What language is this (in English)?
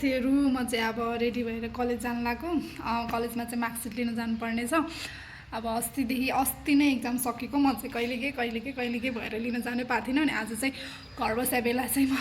Nepali